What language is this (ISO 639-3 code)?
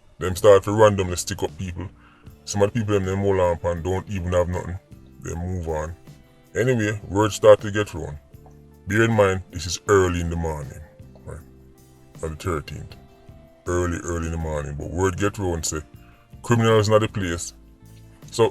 jam